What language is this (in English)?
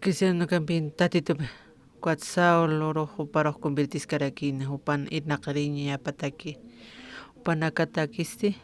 Aymara